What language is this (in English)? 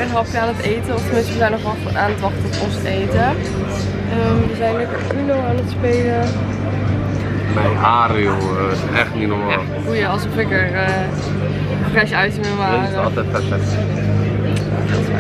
Dutch